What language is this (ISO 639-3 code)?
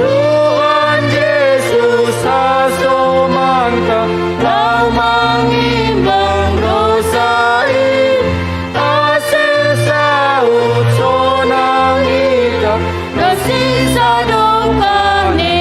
bts